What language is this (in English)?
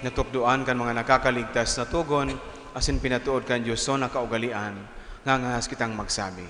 Bikol